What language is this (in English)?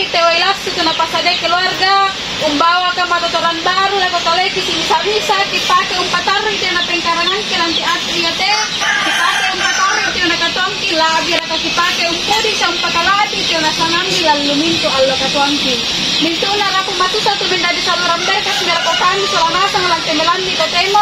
Toraja-Sa'dan